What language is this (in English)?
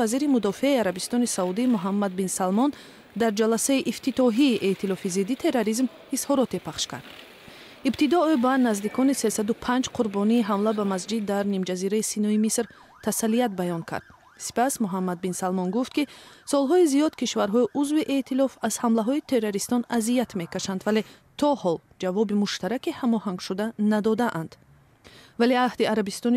Tajik